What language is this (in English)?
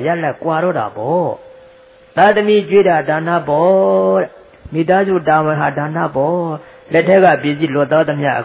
Burmese